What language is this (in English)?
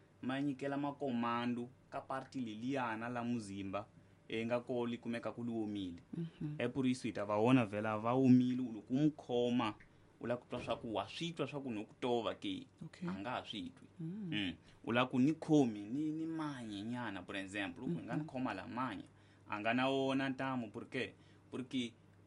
Tsonga